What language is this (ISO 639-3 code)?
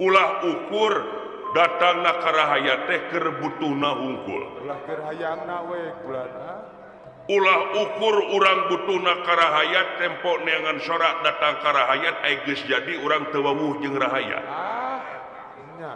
sun